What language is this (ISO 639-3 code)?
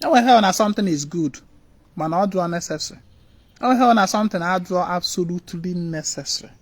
ibo